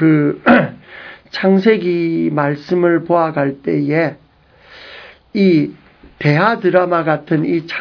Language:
Korean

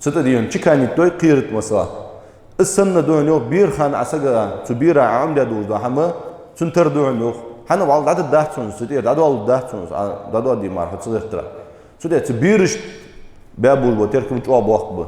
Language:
Ingush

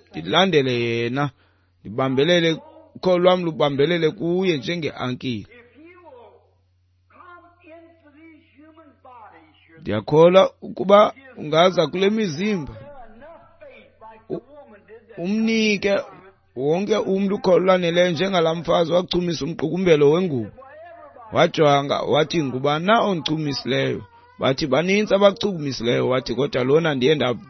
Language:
Xhosa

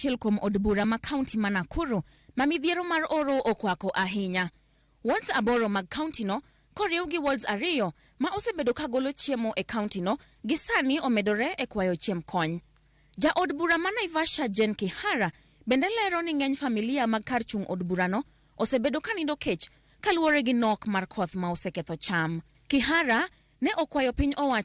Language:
Luo (Kenya and Tanzania)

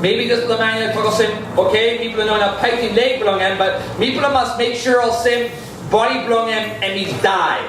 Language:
Tok Pisin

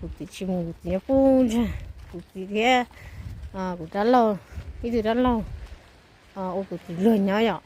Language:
Hmong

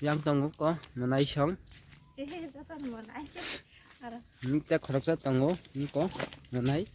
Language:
Kok Borok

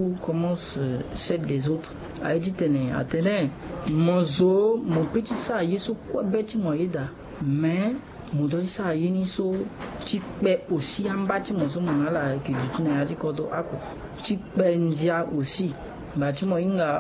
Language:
Sango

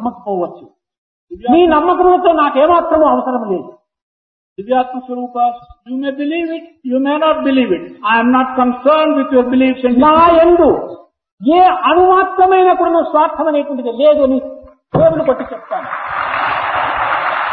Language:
Telugu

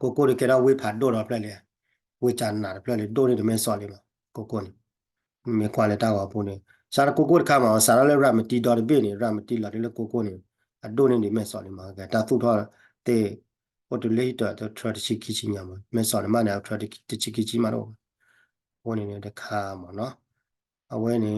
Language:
S'gaw Karen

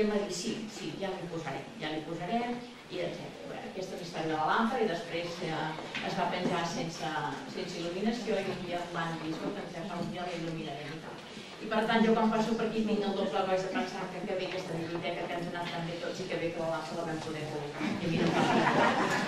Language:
Catalan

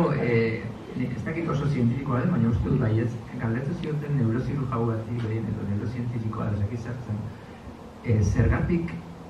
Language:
Basque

